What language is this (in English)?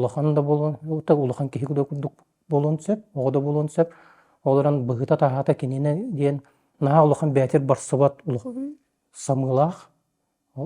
Yakut